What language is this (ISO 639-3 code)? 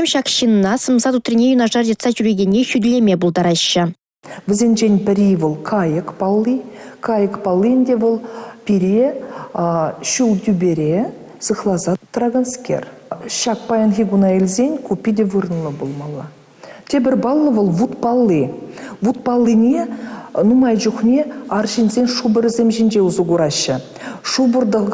chv